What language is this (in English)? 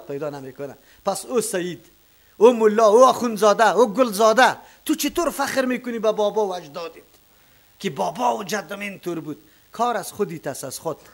Persian